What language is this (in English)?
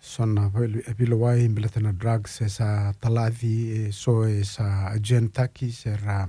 Fijian